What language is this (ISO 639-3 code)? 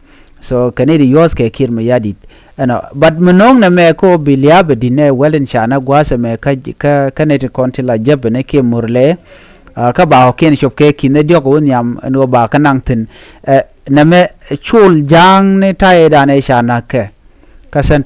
nus